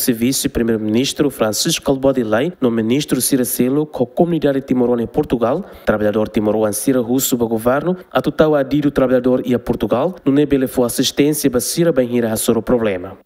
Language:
Tetum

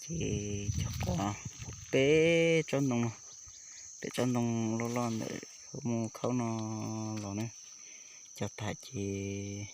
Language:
Hmong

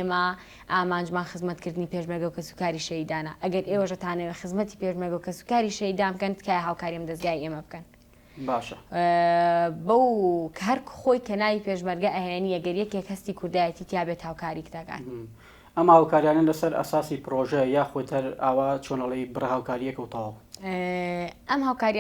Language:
Central Kurdish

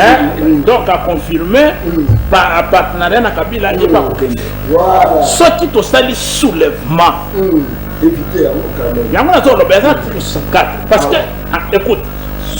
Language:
Lingala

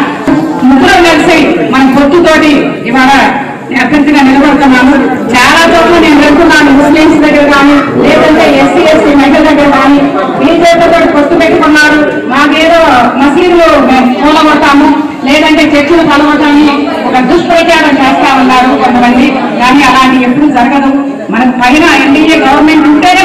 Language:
Telugu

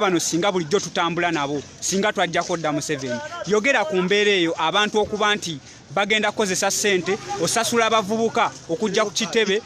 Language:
Ganda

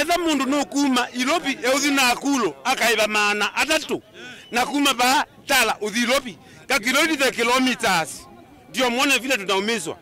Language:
Kamba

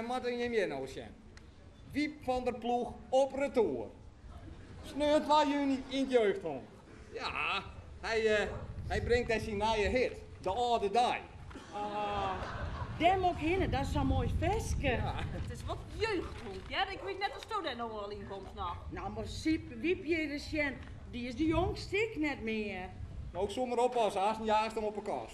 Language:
Western Frisian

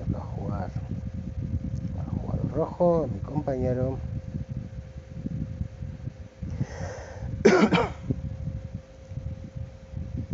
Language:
Spanish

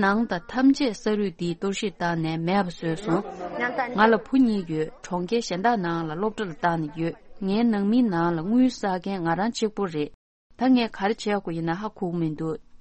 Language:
Tibetan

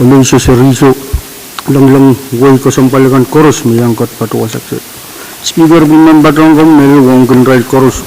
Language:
Pohnpeian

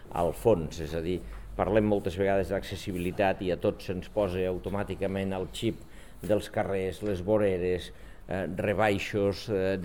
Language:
Catalan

